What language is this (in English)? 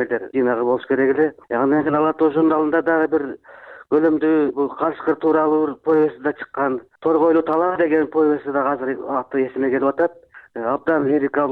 Kyrgyz